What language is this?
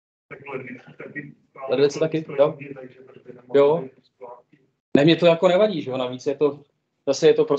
Czech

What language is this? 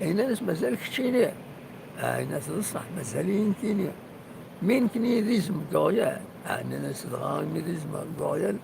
Kabyle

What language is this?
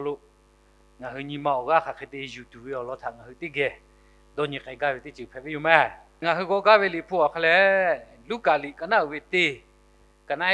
Lahu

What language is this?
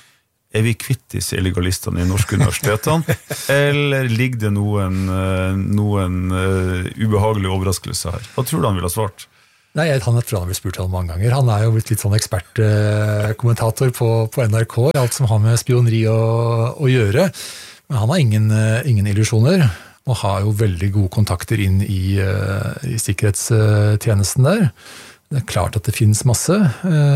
Norwegian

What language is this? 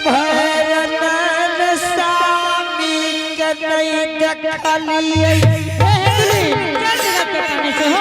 Angika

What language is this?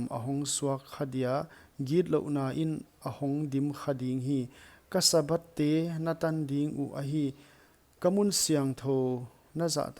Paite Chin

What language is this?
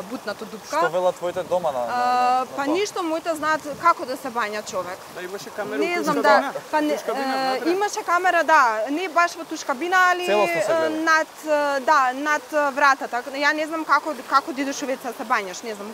Macedonian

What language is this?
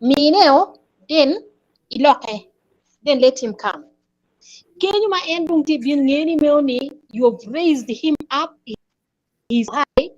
Acoli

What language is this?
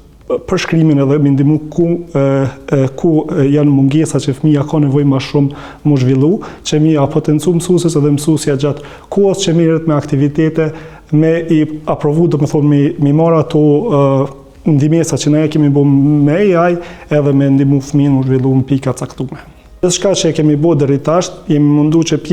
Albanian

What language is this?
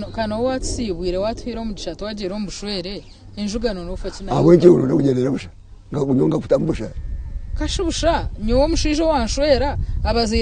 Nyankole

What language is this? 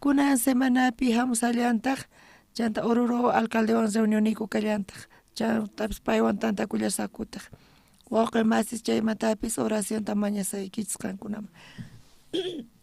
South Bolivian Quechua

